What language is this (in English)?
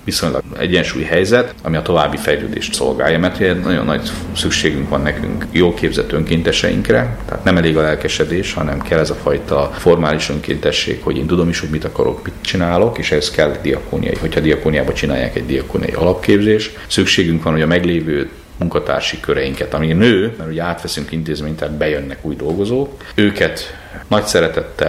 Hungarian